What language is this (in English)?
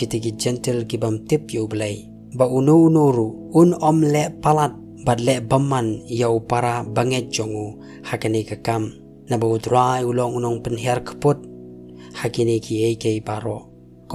Khasi